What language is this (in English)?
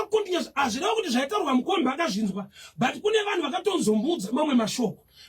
Shona